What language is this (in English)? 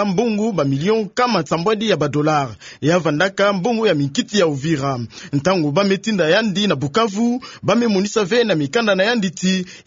Kituba (Democratic Republic of Congo)